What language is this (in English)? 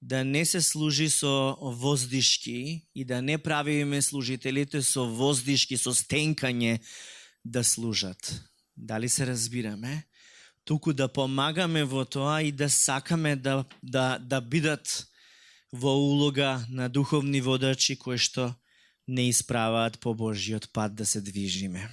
Macedonian